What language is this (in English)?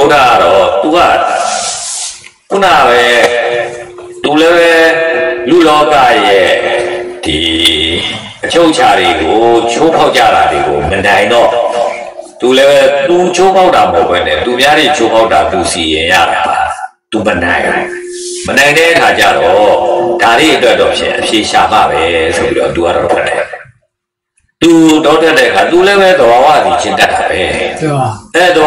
Burmese